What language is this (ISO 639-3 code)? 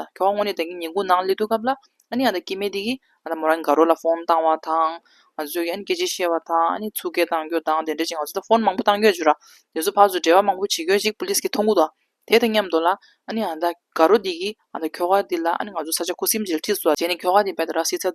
bod